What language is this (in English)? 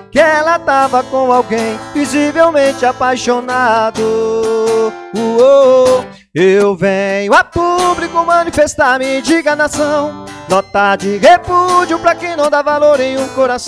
Portuguese